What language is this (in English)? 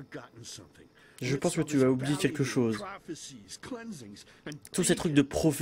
French